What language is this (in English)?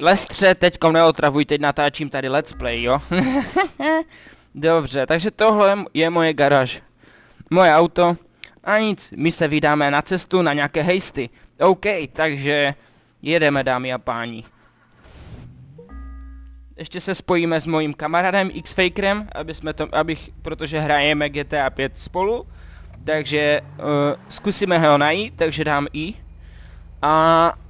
Czech